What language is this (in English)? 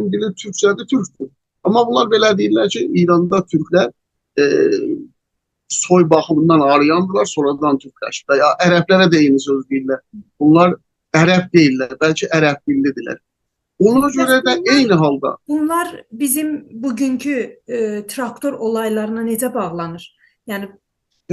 South Azerbaijani